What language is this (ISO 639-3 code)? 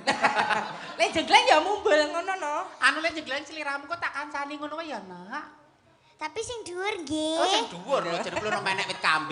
jav